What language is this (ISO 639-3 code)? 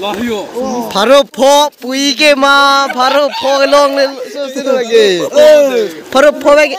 mjw